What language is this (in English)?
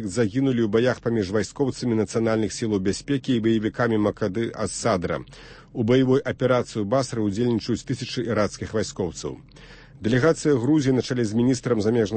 Belarusian